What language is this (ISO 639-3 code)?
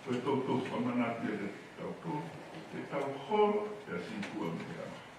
ton